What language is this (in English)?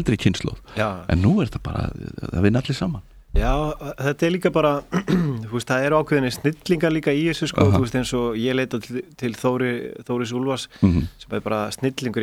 Icelandic